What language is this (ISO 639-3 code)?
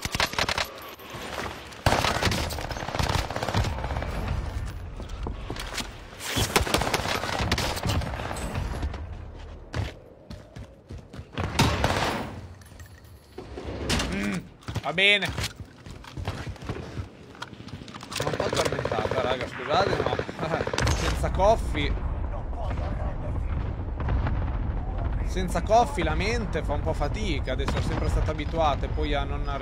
ita